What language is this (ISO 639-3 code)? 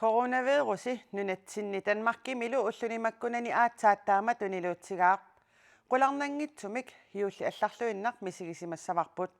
kal